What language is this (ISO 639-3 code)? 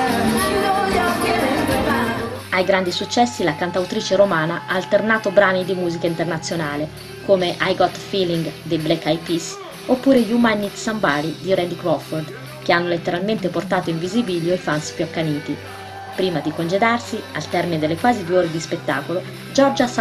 ita